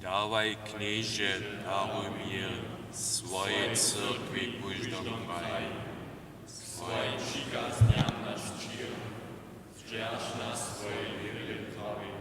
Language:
Upper Sorbian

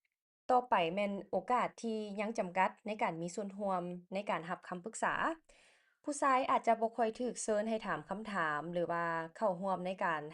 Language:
Lao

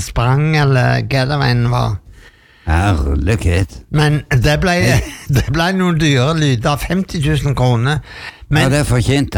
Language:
Norwegian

